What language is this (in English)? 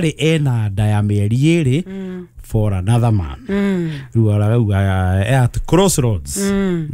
Kikuyu